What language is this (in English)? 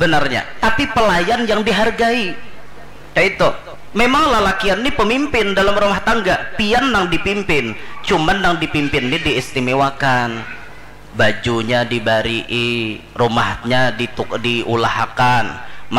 Banjar